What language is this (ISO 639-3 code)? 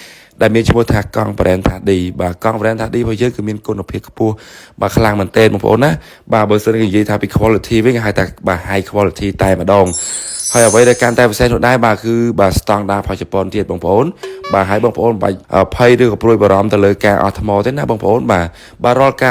khm